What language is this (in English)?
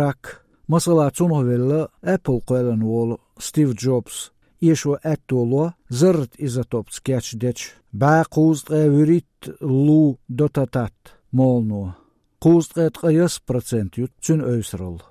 Chechen